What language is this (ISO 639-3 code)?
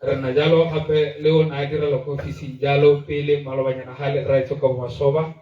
tsn